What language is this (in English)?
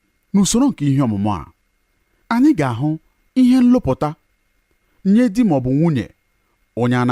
Igbo